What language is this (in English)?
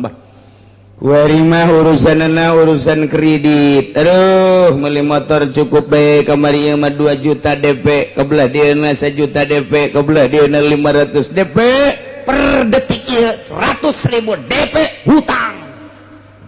Sundanese